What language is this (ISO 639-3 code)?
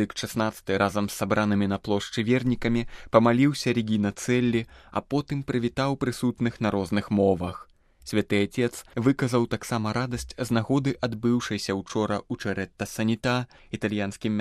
bel